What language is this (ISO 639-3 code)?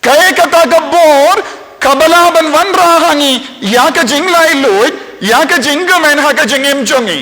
kha